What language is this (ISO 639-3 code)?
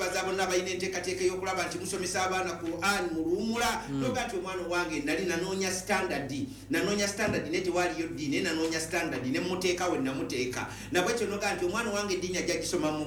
lug